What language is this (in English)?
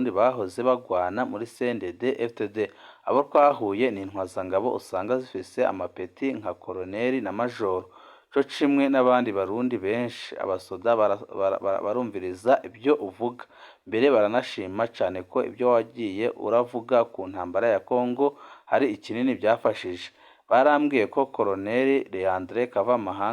Rundi